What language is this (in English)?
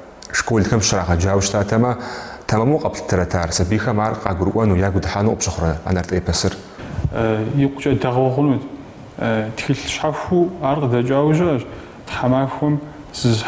Kabardian